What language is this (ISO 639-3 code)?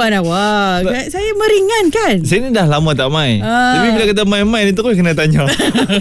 msa